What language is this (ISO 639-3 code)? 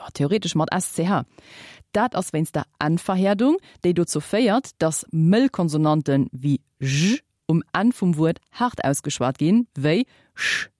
ltz